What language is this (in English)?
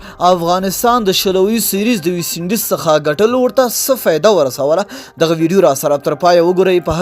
Pashto